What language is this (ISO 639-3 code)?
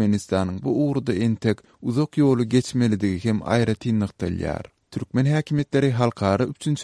tuk